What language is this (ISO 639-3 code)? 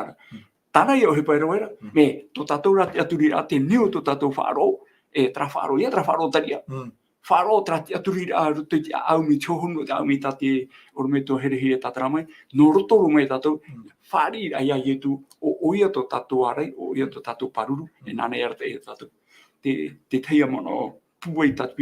tah